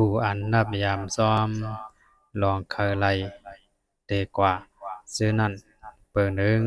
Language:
Shan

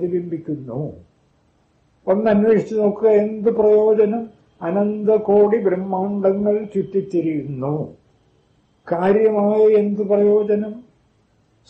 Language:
Malayalam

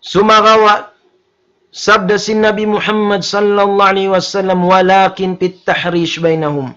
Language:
Tausug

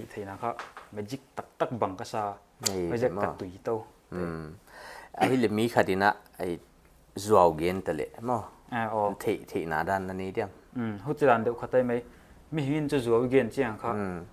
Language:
Paite Chin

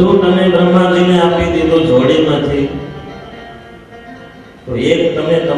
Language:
Gujarati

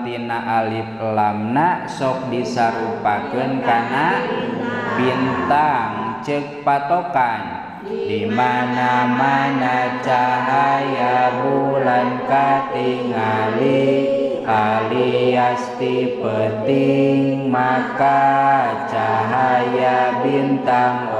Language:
Sundanese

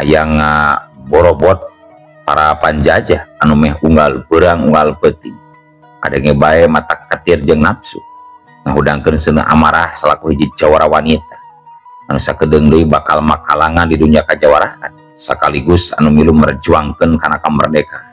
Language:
Sundanese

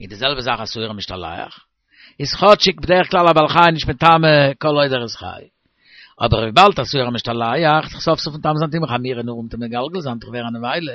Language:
Yiddish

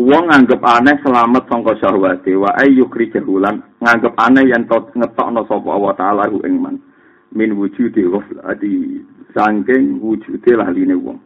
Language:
Javanese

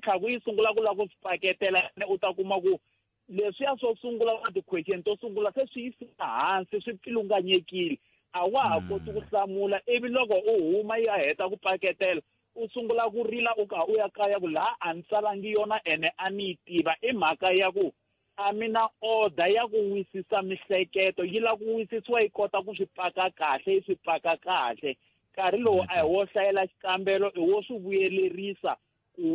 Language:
Tsonga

